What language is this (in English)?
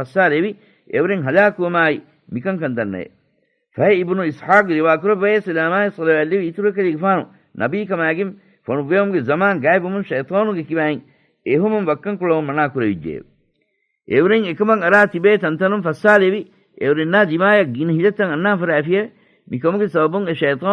Divehi